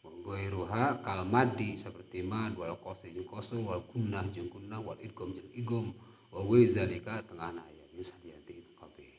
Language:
Sundanese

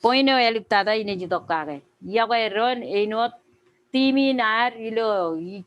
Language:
Marshallese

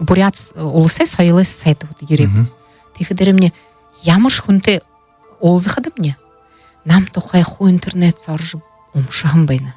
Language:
Buriat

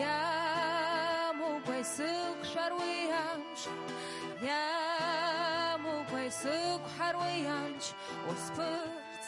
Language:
Abkhazian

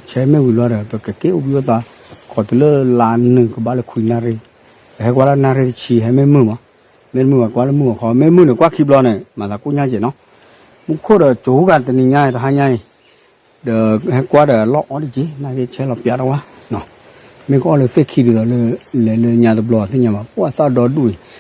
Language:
S'gaw Karen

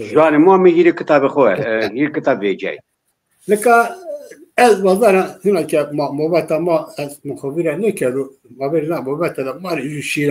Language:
Zaza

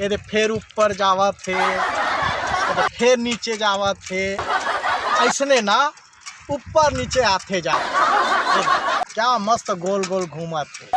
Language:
Chhattisgarhi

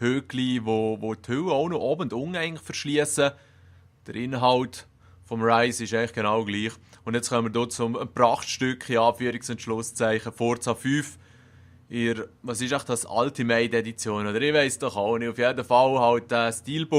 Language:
Swiss German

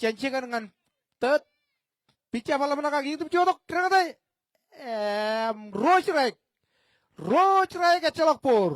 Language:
Marshallese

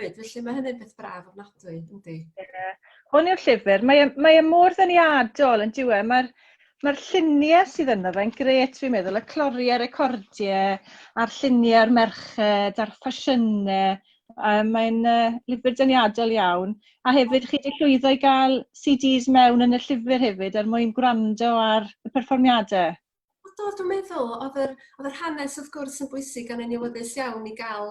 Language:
Welsh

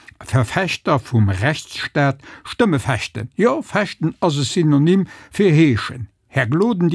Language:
Luxembourgish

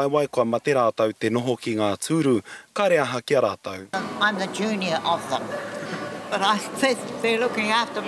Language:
Māori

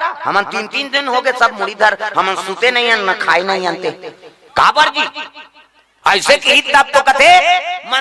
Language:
Chhattisgarhi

